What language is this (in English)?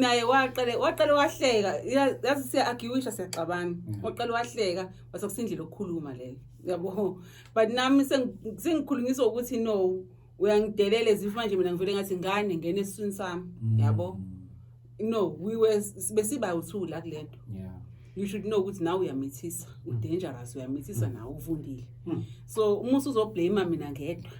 Zulu